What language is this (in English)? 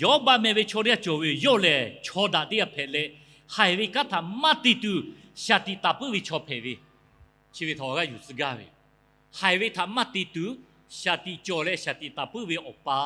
Lahu